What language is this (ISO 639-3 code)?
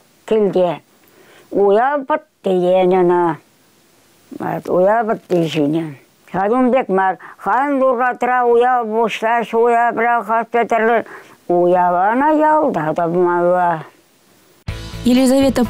chv